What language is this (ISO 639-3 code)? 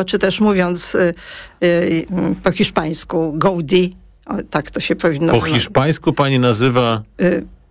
pol